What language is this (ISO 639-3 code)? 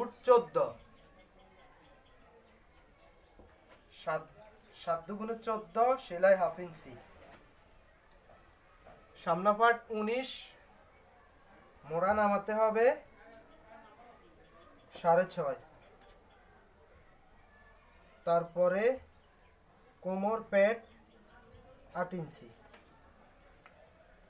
ben